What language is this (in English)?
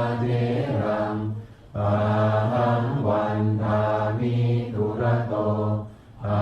Pali